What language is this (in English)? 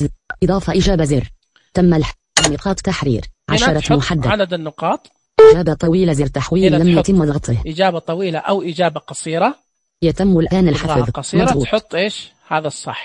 Najdi Arabic